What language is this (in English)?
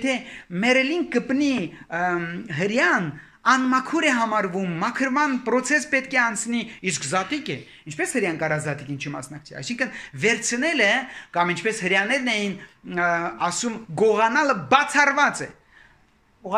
Armenian